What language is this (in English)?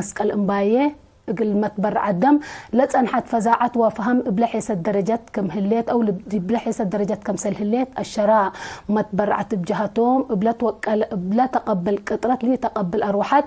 Tigre